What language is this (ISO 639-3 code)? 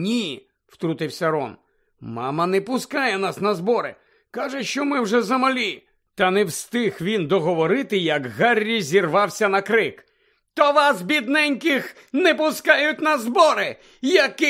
ukr